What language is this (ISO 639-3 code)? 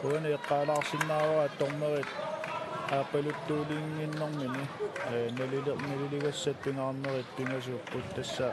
kal